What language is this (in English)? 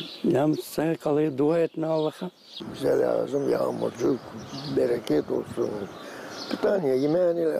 Gagauz